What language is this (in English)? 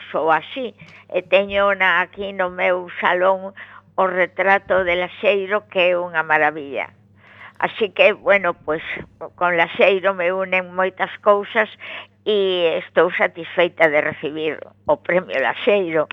Galician